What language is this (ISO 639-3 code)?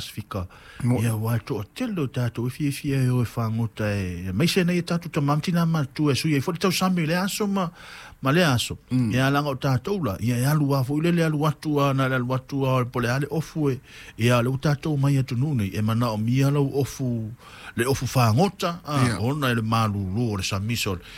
smo